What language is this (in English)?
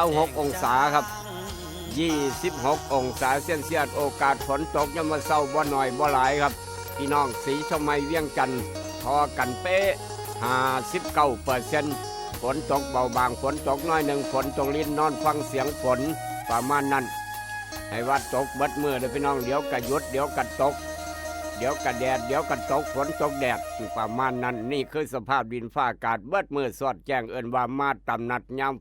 Northeastern Thai